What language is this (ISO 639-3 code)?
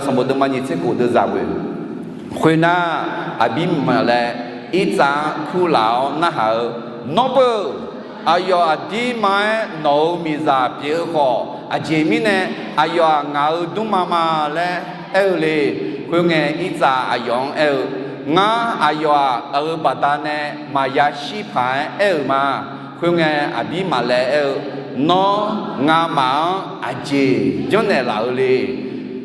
ahk